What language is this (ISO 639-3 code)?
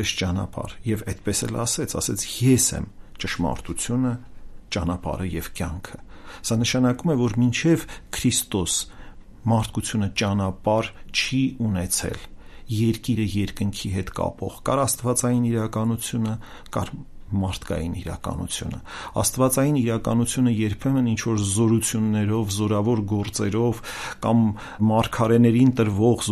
hye